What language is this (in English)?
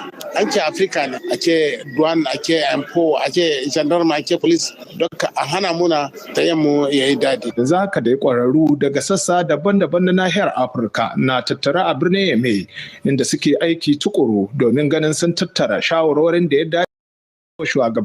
Hausa